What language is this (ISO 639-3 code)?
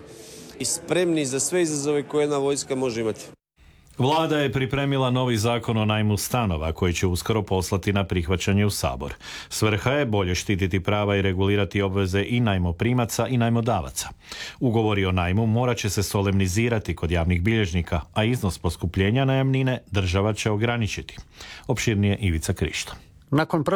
hrv